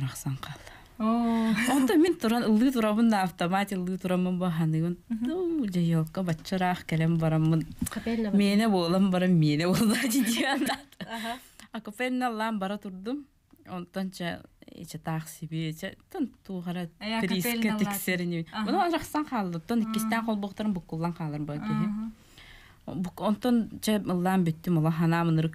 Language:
Yakut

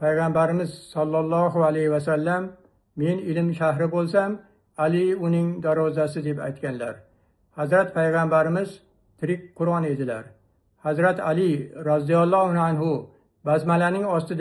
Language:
Uzbek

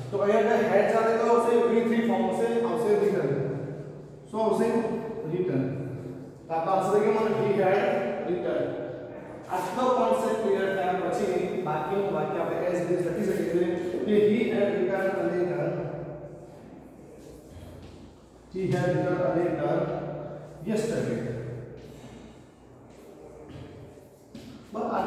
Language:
Gujarati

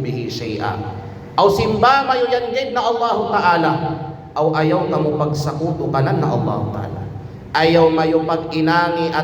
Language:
Kalagan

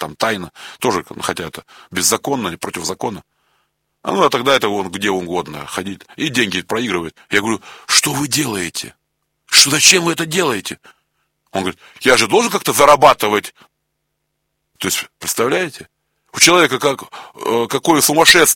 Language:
Russian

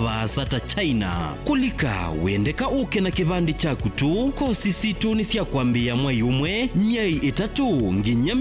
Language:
Kamba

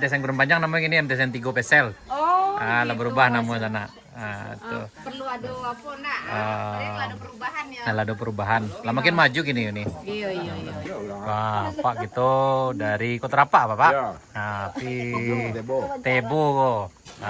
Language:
Minangkabau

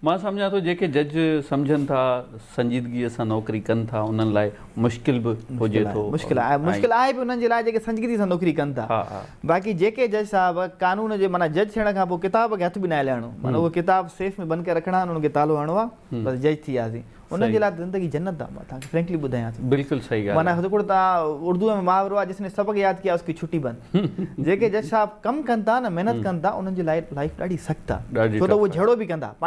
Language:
Sindhi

